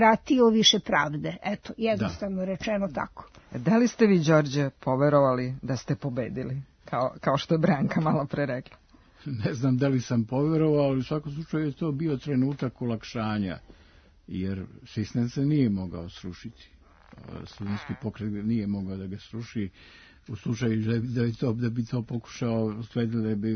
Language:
Serbian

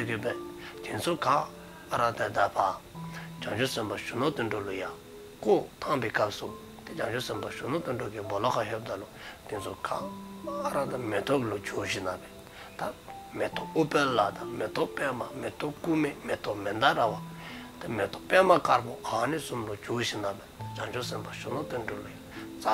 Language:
Dzongkha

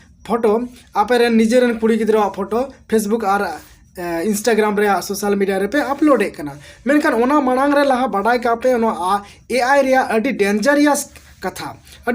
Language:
Santali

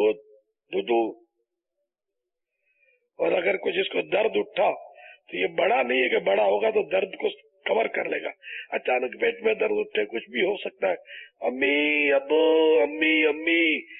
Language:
Urdu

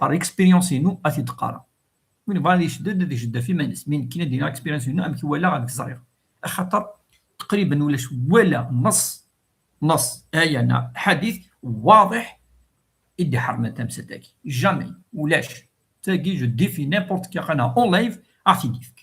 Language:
Kabyle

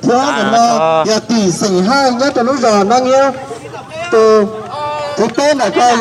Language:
Hmong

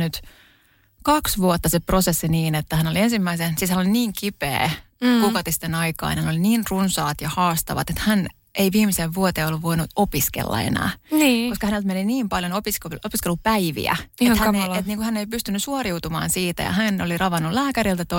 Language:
Finnish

